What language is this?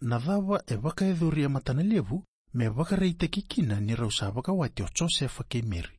Fijian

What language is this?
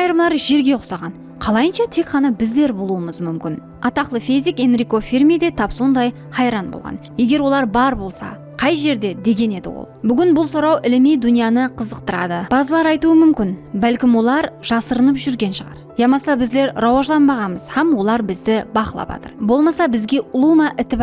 Kara-Kalpak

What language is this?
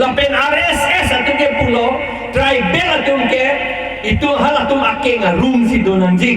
Karbi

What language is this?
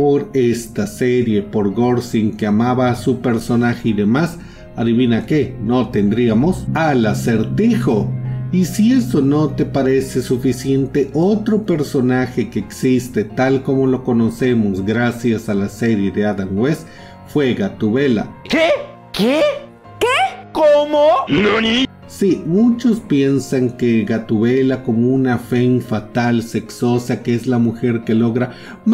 Spanish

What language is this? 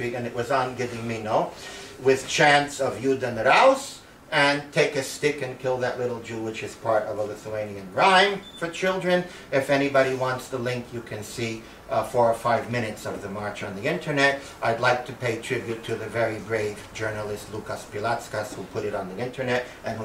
English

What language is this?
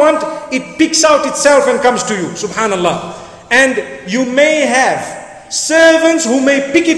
English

